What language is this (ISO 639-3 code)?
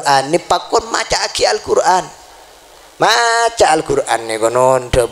mad